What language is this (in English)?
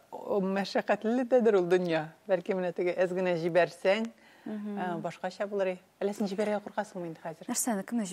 Tatar